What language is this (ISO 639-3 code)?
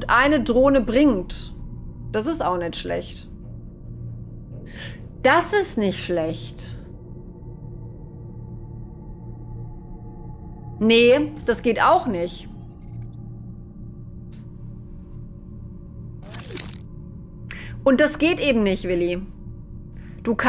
deu